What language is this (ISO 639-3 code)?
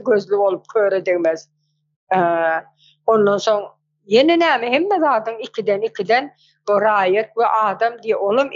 tuk